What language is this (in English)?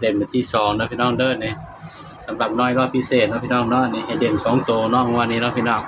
Northeastern Thai